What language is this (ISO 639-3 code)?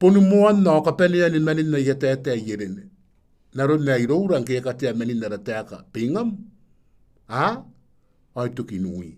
gil